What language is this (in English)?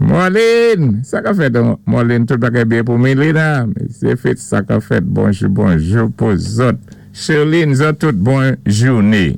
Saint Lucian Creole French